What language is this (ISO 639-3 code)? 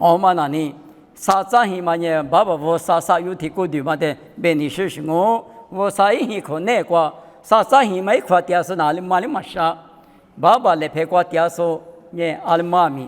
lis